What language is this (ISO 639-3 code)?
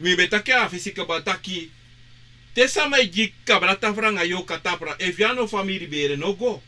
srn